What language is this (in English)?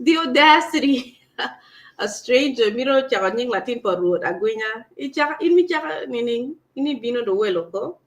Acoli